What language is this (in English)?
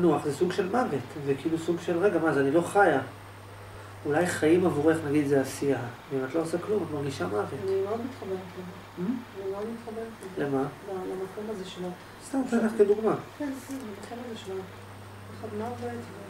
Hebrew